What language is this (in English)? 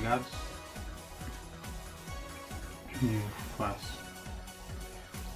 Portuguese